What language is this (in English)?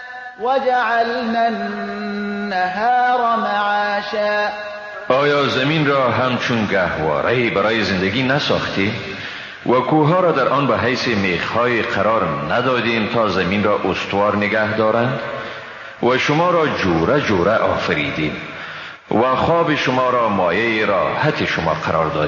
Persian